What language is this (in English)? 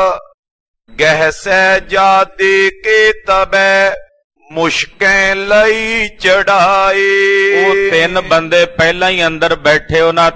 Punjabi